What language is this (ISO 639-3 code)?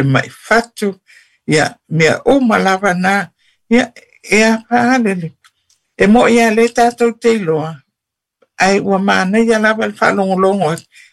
smo